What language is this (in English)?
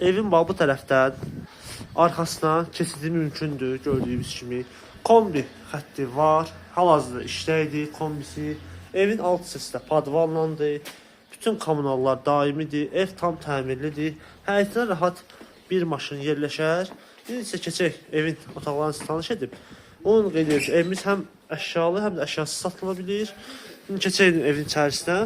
Azerbaijani